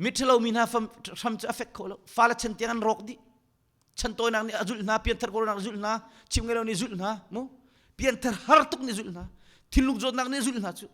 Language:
Hakha Chin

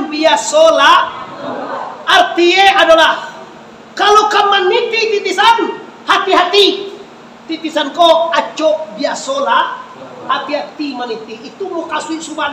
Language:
Minangkabau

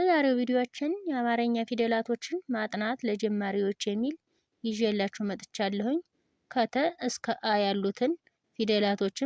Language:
Amharic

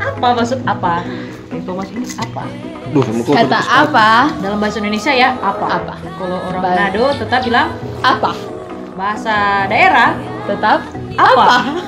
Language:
Manado Malay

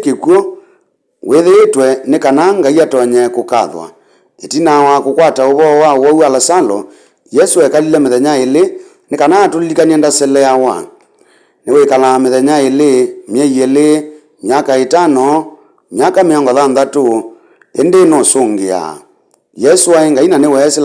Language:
Kamba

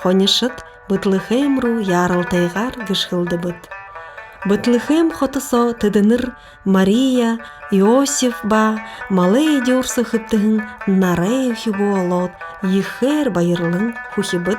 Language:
Buriat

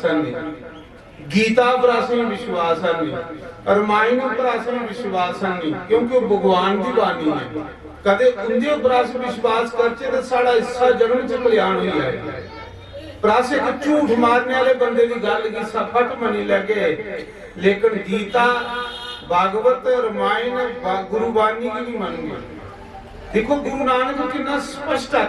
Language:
Dogri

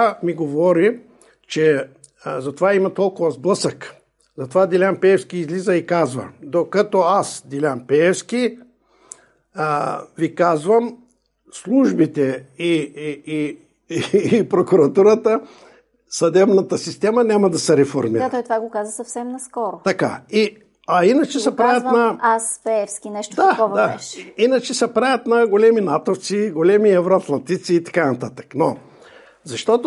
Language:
Bulgarian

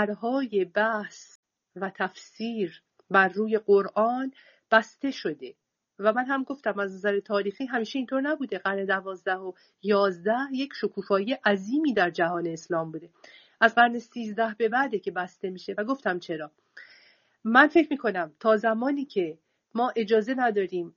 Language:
Persian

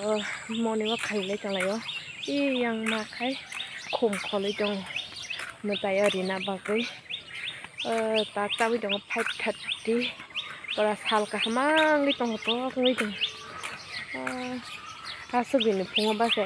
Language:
Kok Borok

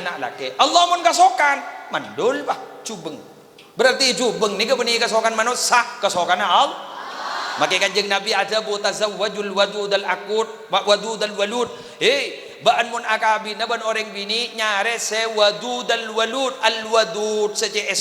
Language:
Madurese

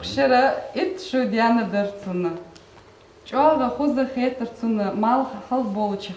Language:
Ingush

